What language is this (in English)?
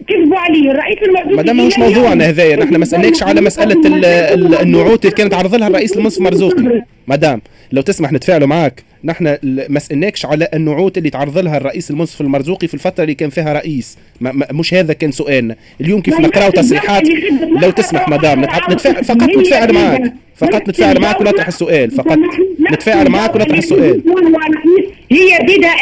Tunisian Arabic